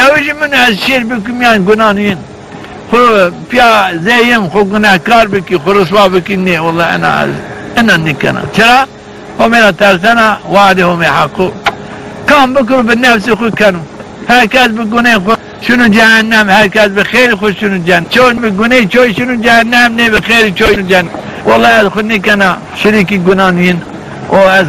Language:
Zaza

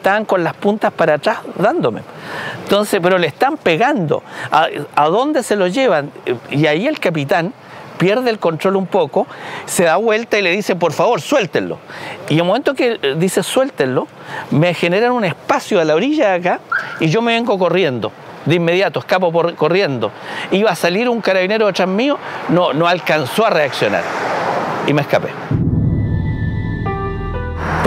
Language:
Spanish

